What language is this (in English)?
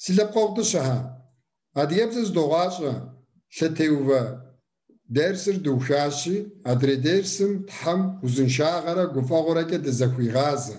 Kabardian